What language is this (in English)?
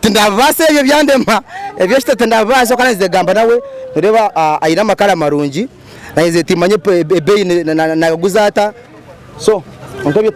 Nyankole